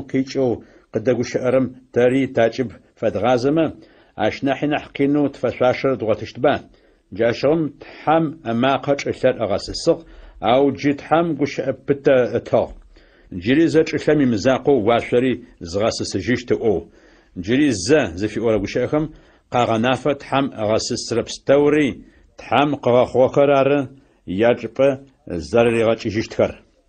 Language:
Adyghe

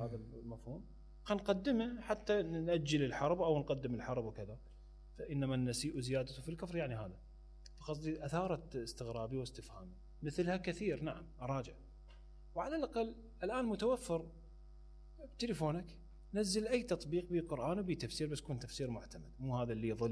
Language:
Mesopotamian Arabic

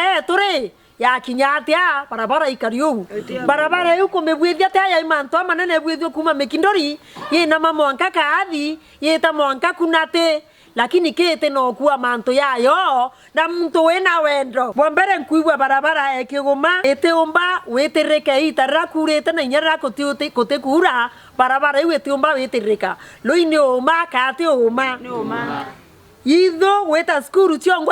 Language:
Meru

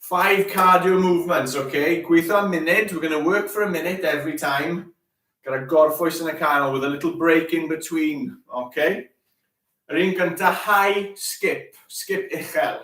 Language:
Welsh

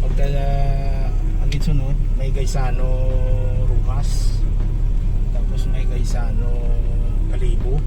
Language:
Hiligaynon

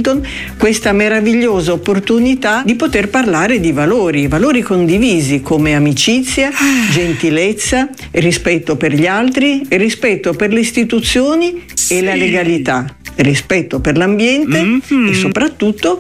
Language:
Italian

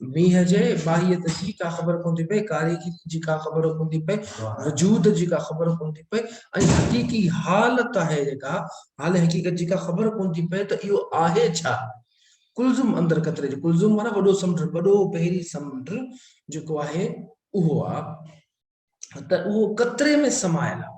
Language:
Sindhi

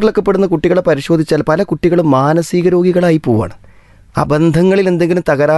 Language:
Malayalam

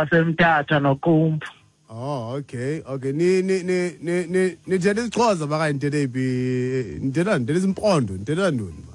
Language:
Xhosa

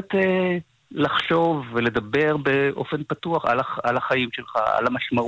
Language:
Hebrew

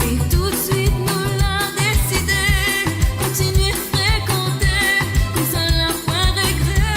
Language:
Morisyen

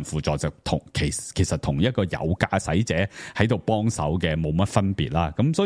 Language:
Cantonese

